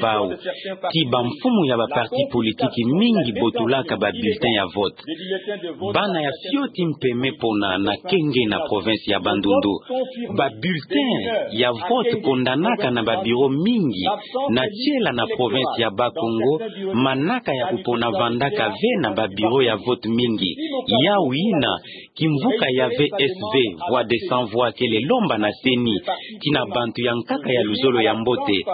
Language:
Kituba (Democratic Republic of Congo)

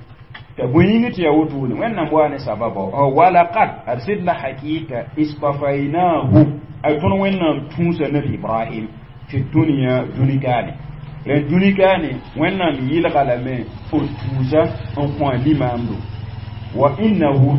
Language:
Mossi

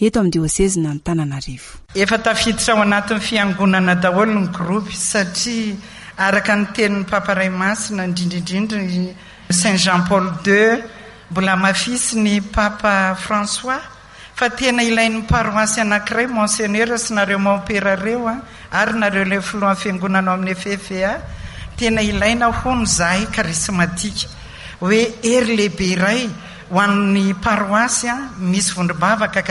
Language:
Malagasy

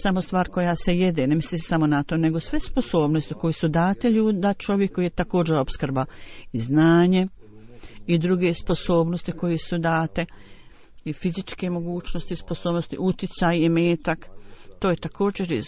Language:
Bosnian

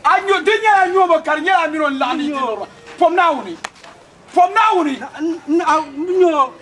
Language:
Dagbani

